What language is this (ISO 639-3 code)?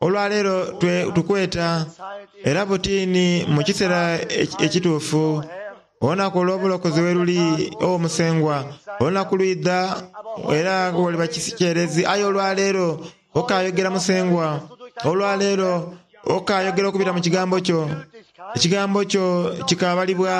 xog